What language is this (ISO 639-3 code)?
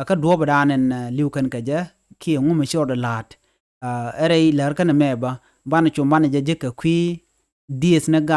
nus